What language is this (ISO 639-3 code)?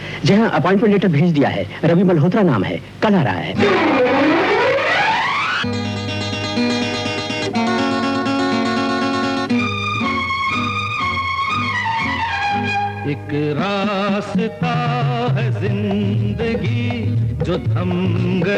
hin